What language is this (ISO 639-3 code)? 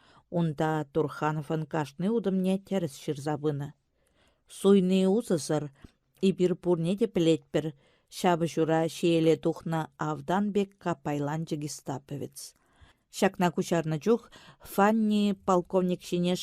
chv